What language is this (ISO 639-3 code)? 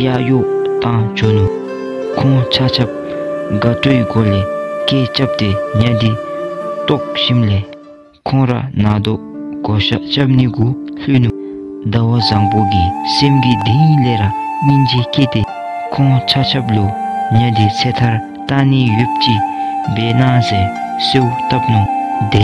dzo